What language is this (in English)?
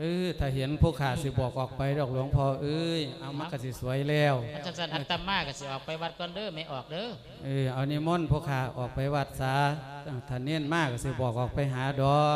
Lao